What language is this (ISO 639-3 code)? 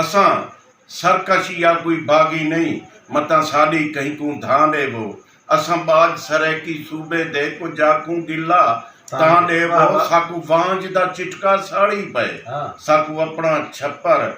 skr